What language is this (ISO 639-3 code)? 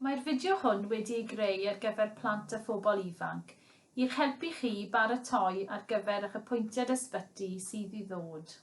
cym